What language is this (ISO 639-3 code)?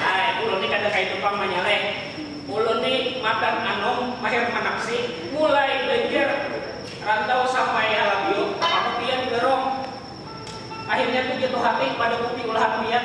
bjn